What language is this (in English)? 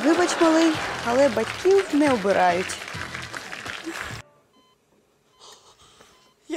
Ukrainian